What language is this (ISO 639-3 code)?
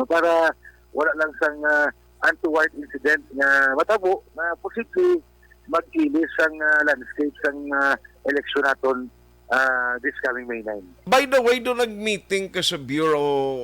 hil